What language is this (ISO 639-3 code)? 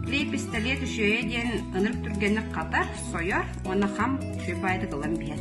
sah